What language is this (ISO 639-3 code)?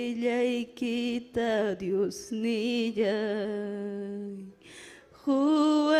quy